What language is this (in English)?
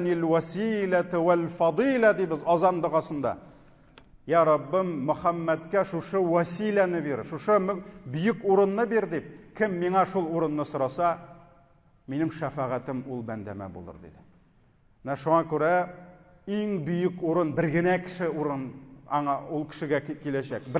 Tatar